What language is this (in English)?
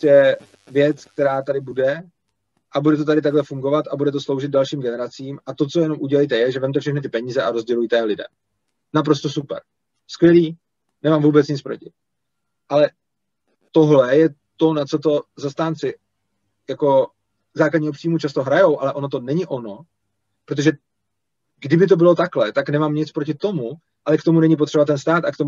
Czech